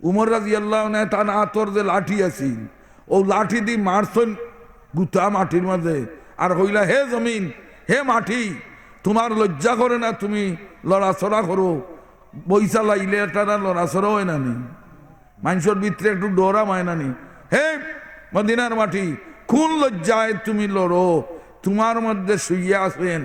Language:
Sylheti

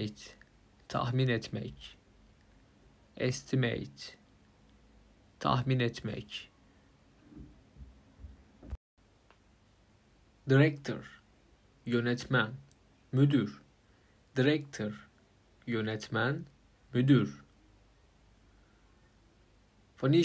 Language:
Turkish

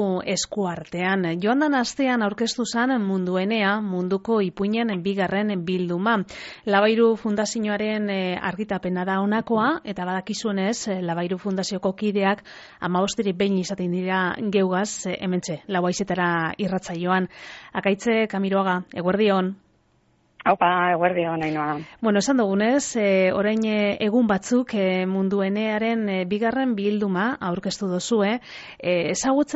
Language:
Basque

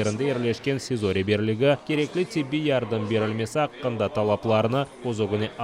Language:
Crimean Tatar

